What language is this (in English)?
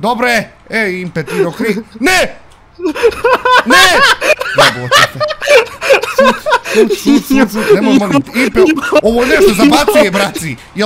Bosnian